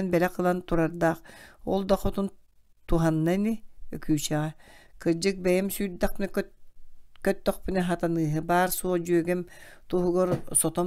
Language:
Yakut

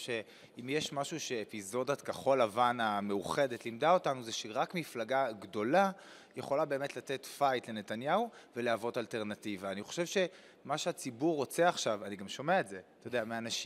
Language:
Hebrew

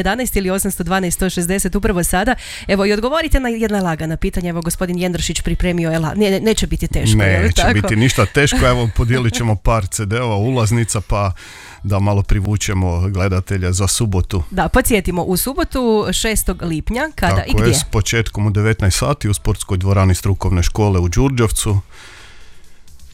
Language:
Croatian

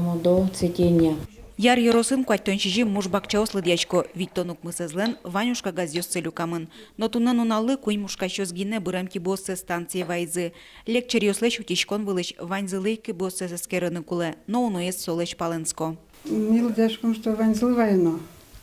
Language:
Udmurt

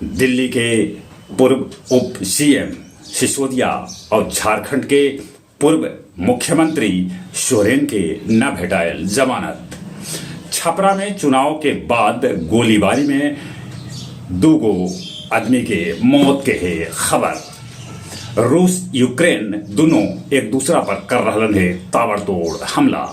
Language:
Magahi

